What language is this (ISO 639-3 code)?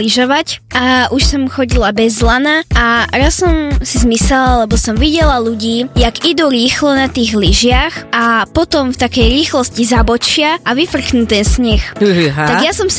slk